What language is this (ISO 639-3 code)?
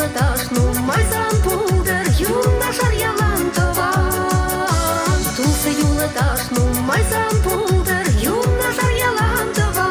chv